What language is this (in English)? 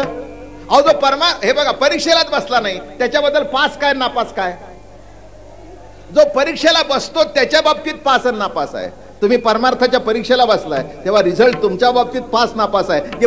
Marathi